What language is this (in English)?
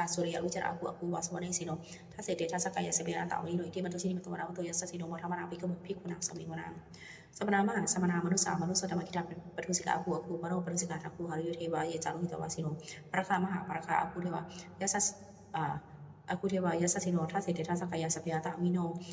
Pali